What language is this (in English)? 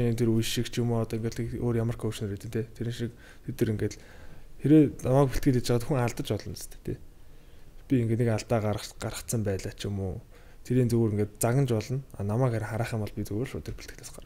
Mongolian